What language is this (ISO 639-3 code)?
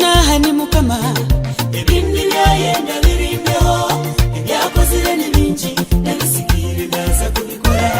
nyn